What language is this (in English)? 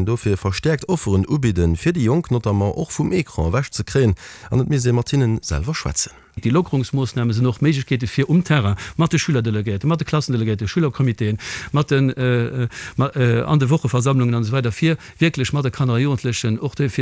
Luxembourgish